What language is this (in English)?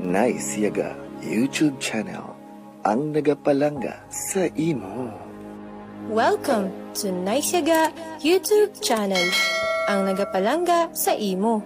Hiligaynon